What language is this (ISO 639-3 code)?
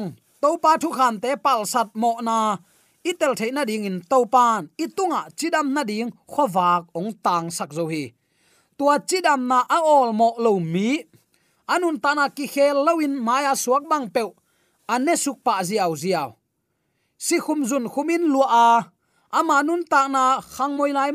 ctd